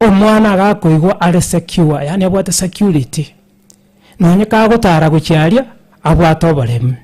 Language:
Gusii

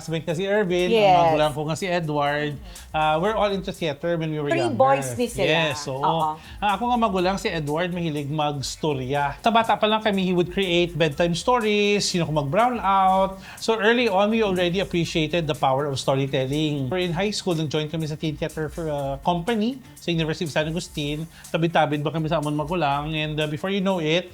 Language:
Hiligaynon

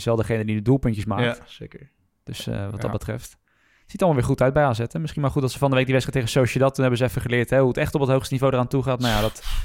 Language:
Dutch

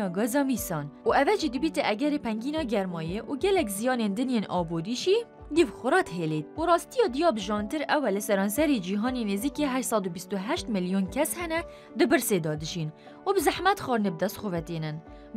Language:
Kurdish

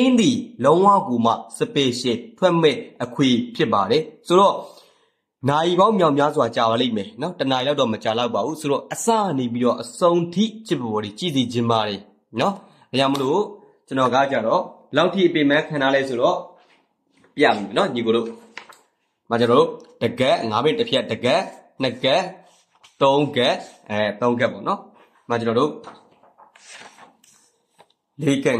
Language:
Burmese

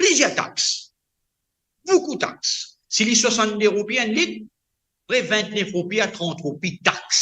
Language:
Morisyen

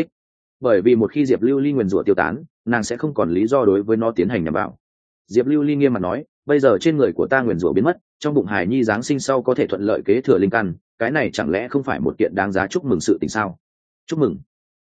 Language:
Vietnamese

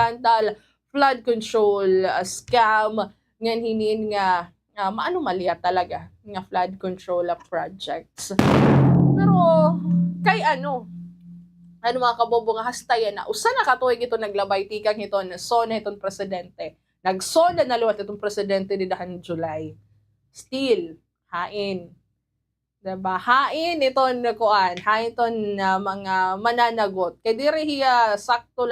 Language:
Waray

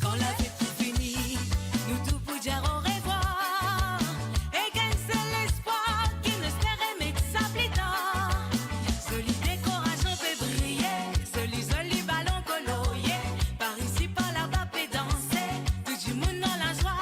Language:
Morisyen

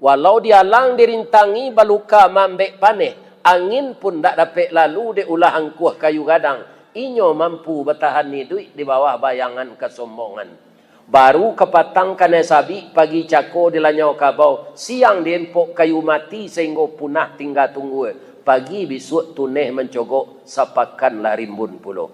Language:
Minangkabau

